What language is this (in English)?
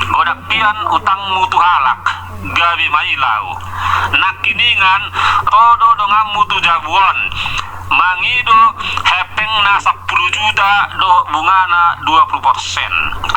Batak Toba